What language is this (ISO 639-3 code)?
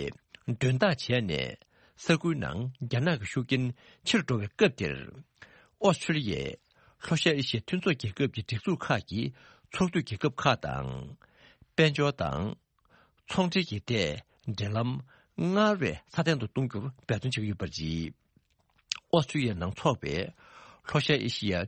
bod